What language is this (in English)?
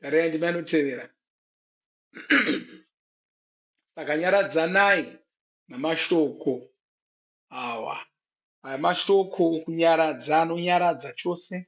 Shona